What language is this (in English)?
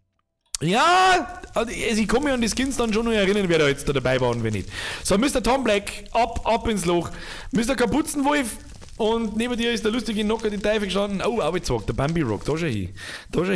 Bavarian